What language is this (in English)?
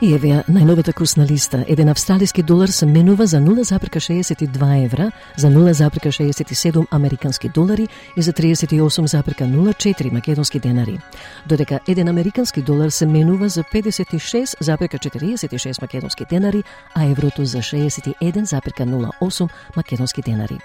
Macedonian